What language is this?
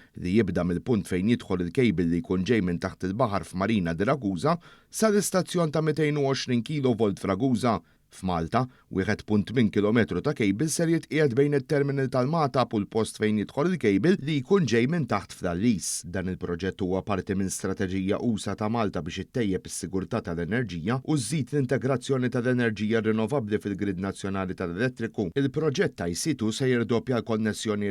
Maltese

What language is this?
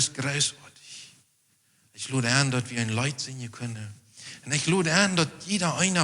Plautdietsch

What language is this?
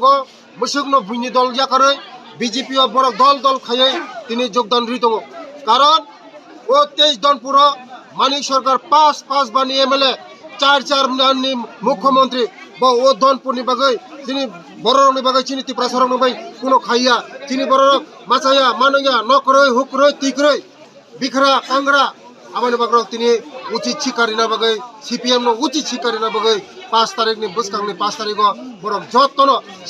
Kok Borok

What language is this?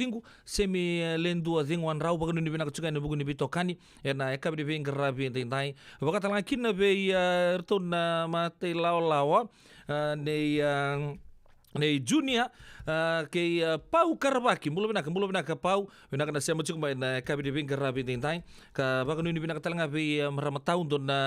Fijian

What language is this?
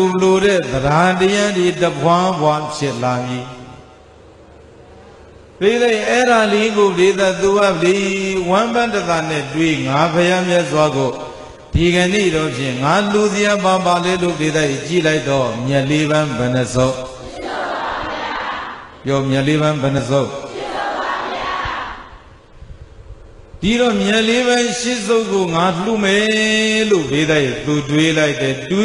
Burmese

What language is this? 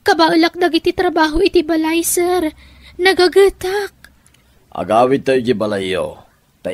Iloko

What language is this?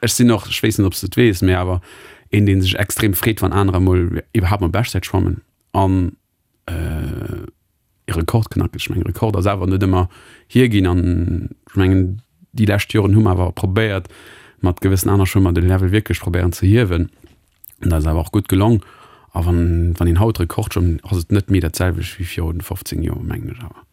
Luxembourgish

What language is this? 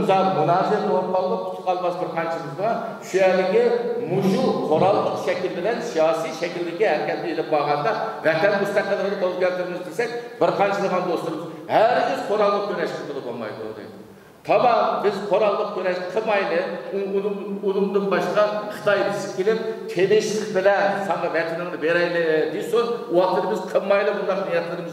Uyghur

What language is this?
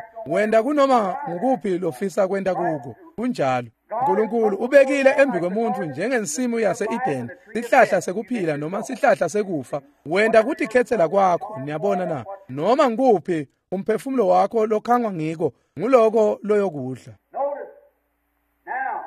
Swati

